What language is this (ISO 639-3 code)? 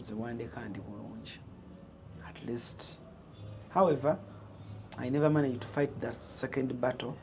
lug